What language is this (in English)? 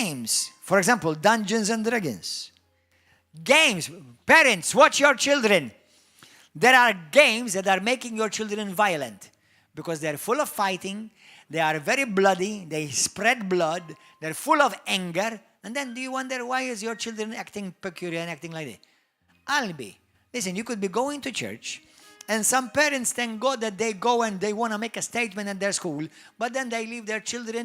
English